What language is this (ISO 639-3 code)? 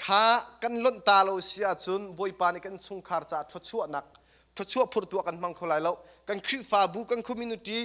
cnh